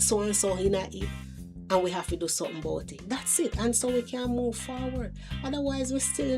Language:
Jamaican Creole English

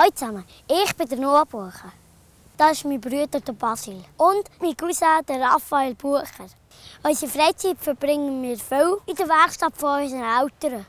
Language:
Swiss German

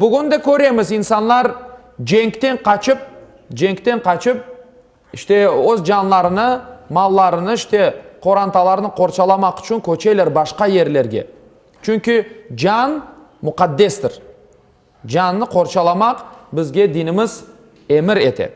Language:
Crimean Tatar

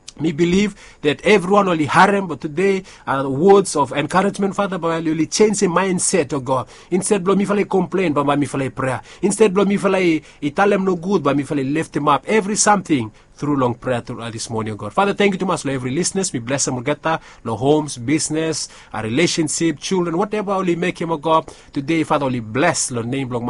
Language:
Bislama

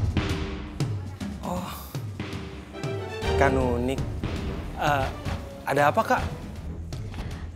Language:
Indonesian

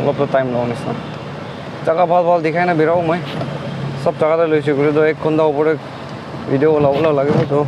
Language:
Naga Pidgin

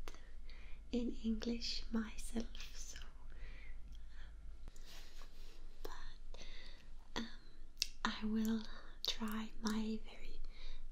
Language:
English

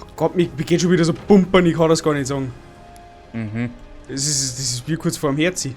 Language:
Bavarian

